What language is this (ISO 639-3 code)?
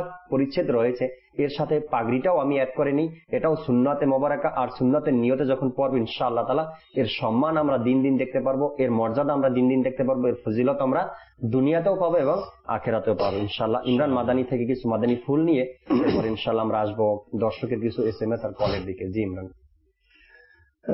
ben